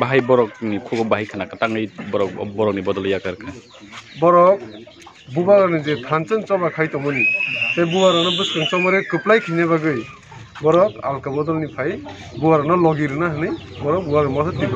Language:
Kok Borok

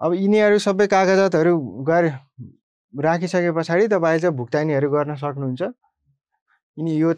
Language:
Nepali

